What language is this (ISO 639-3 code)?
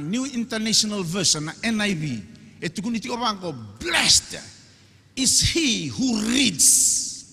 fij